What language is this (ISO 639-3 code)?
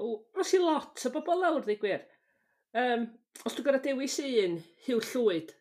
cym